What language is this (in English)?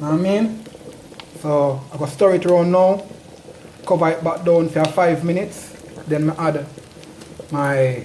Jamaican Creole English